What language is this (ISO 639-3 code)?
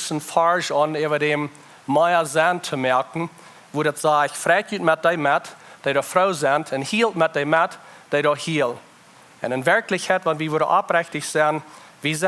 pdt